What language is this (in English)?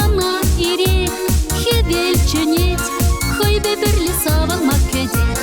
Chuvash